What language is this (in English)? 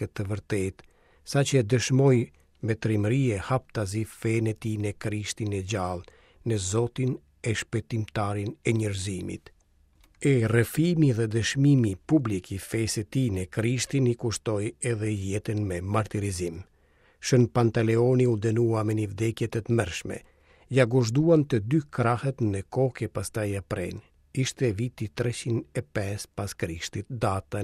Albanian